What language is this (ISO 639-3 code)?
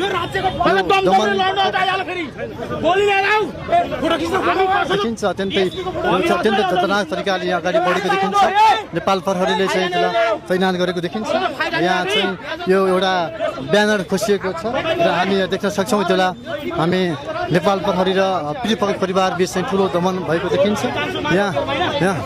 nep